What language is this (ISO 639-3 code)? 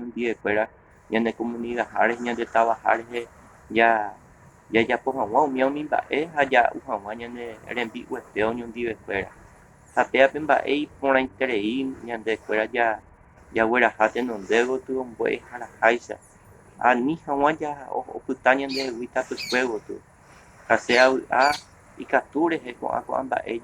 grn